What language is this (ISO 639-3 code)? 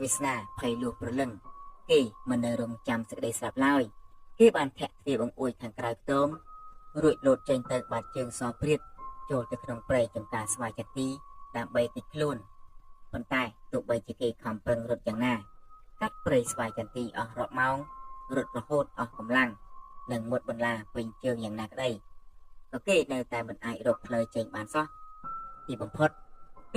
khm